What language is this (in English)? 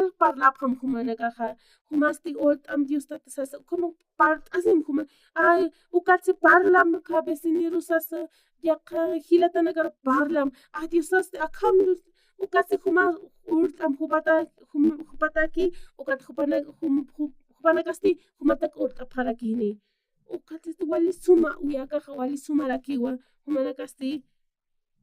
Aymara